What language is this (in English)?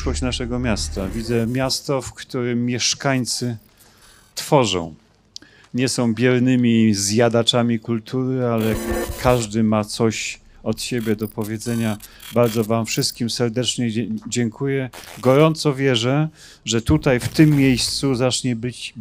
Polish